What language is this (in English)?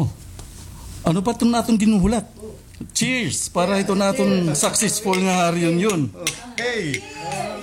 Waray